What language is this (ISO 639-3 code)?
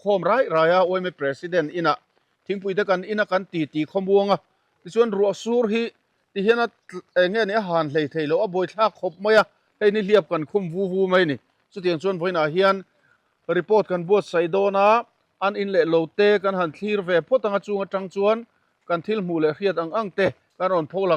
lus